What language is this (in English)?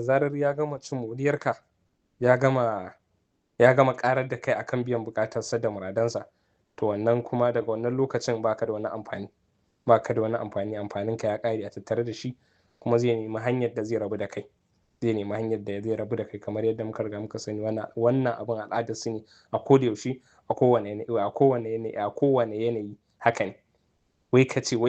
Hausa